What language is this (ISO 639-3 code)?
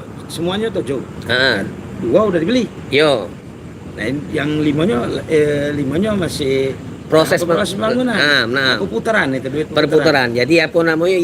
mui